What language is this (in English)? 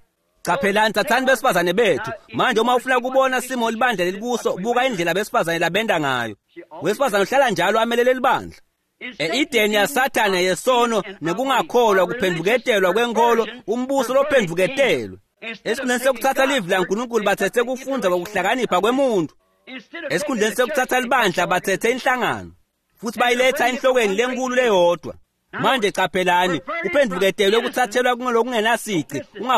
Swati